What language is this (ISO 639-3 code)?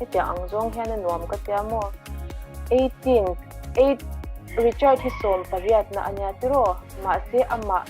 lus